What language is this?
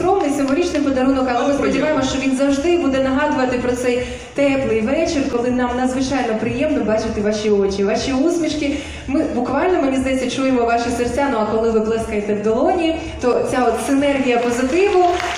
Ukrainian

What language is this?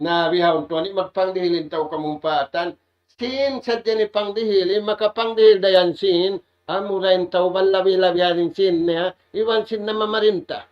Tausug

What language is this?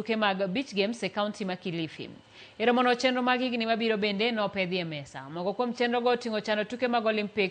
Luo (Kenya and Tanzania)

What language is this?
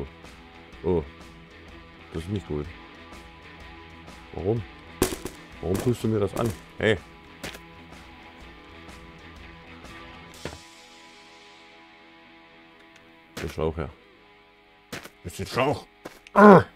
German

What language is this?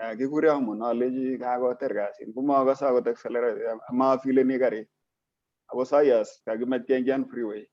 Kalenjin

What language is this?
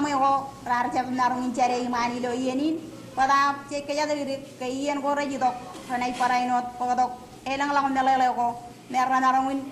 Marshallese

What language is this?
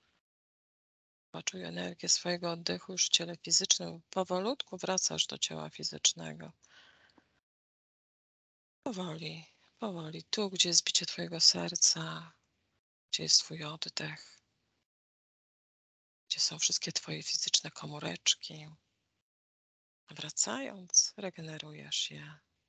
Polish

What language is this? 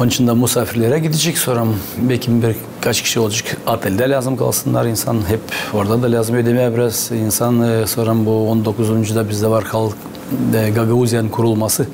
Gagauz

